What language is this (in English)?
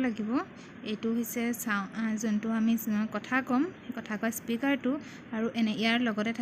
Assamese